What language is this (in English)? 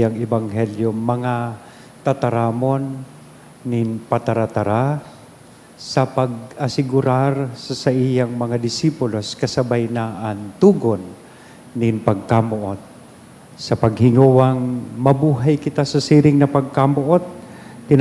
Bikol